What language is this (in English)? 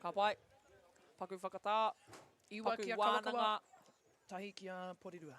Māori